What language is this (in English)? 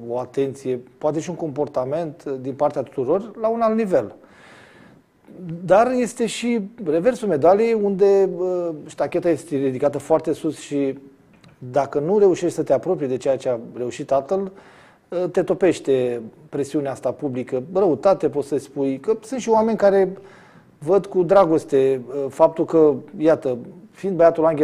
Romanian